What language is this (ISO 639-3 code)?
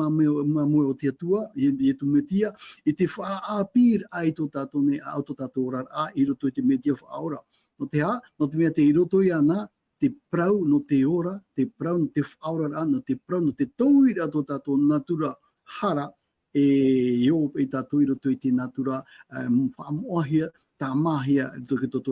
tah